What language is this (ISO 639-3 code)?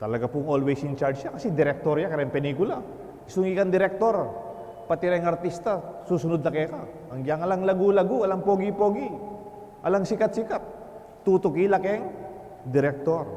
pam